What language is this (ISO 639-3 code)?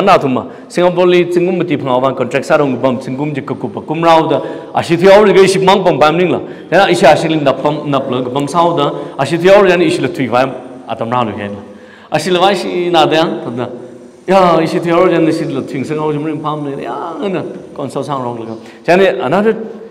nmf